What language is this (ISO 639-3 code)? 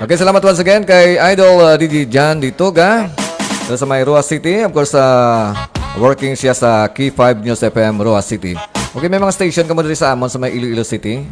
hil